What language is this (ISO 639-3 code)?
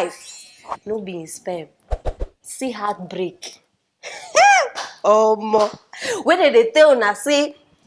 pcm